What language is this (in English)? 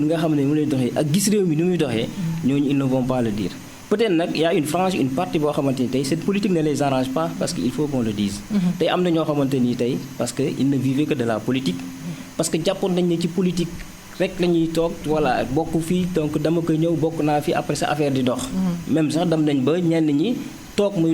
Wolof